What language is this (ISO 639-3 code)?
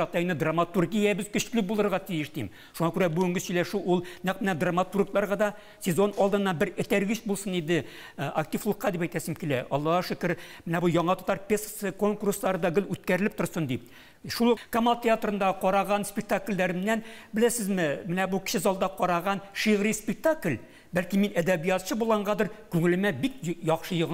tat